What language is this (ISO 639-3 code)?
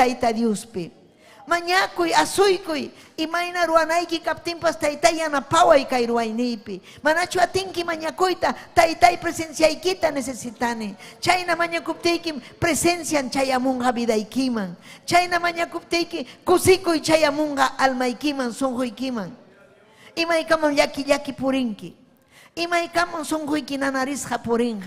quy